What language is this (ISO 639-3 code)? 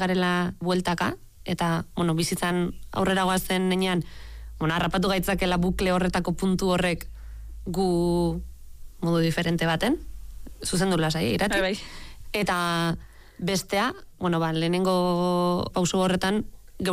eus